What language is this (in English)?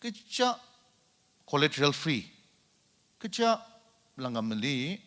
Ao Naga